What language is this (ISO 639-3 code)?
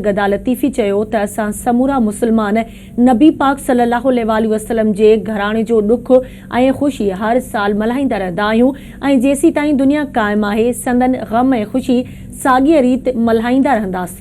snd